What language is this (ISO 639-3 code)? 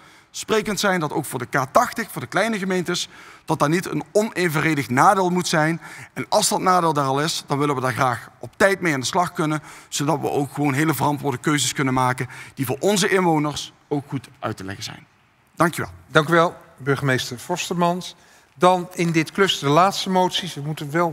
nld